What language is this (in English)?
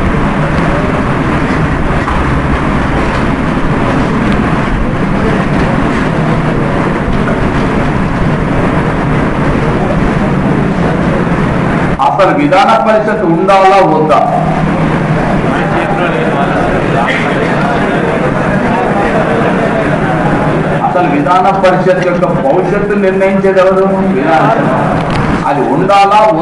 Telugu